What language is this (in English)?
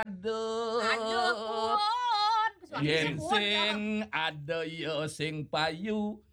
Balinese